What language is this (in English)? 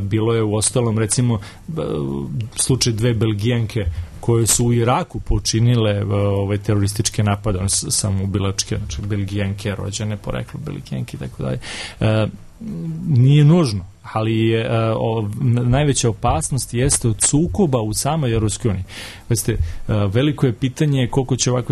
Serbian